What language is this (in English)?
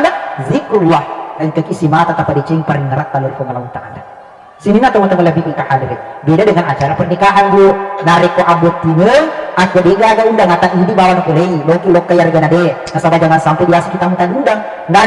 Buginese